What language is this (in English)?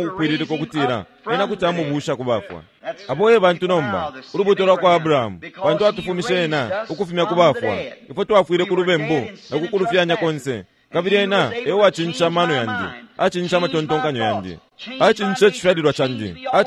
Bemba